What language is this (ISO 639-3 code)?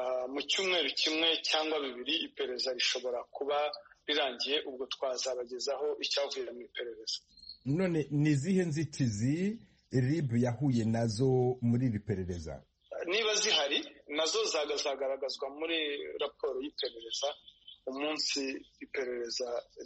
kin